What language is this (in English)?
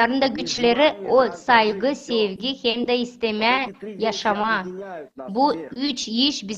Gagauz